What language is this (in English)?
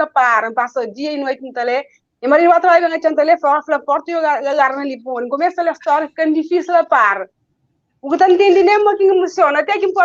Kabuverdianu